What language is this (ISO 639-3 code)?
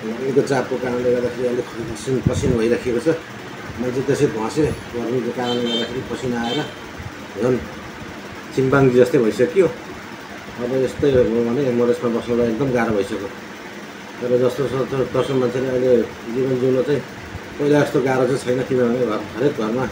nep